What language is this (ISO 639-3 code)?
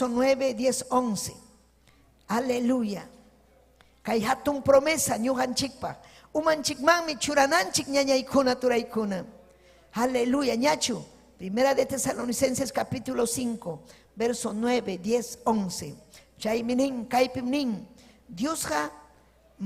quy